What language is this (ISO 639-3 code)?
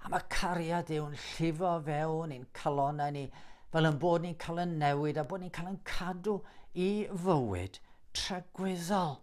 cym